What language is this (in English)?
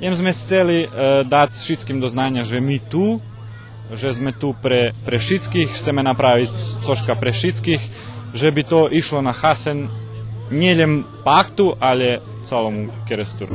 Rusyn